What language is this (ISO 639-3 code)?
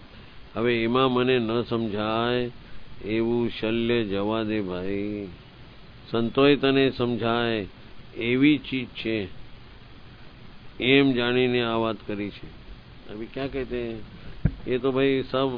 guj